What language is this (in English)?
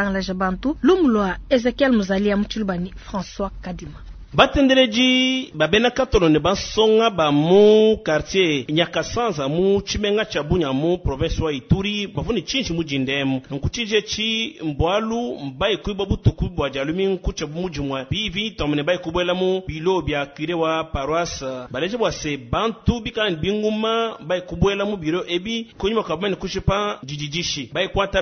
Luba-Lulua